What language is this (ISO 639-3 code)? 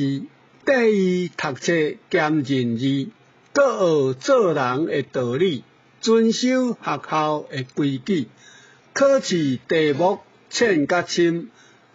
nan